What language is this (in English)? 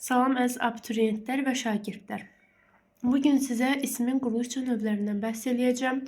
Azerbaijani